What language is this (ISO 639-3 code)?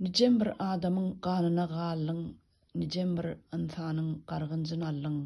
tuk